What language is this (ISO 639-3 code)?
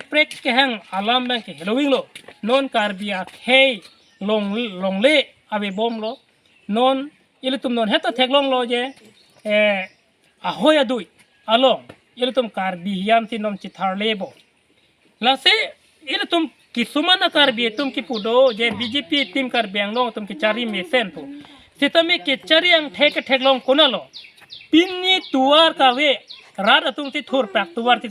mjw